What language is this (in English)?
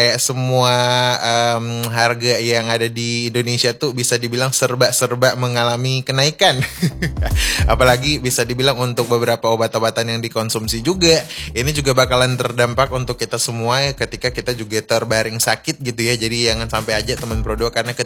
Indonesian